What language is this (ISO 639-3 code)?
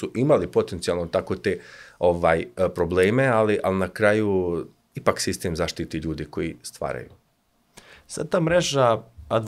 srp